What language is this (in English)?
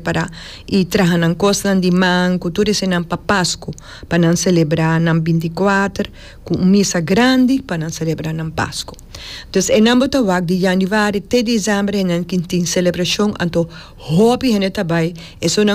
Papiamento